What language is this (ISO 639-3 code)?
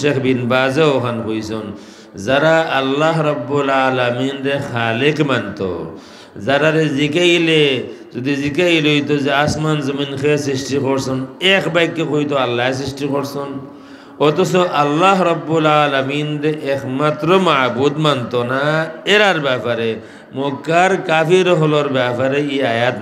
syl